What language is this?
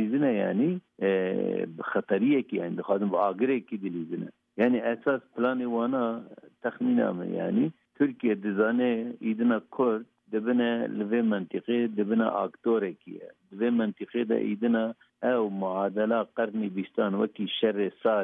Kurdish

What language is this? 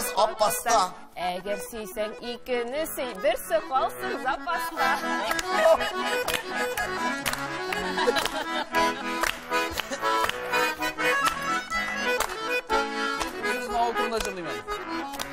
Tatar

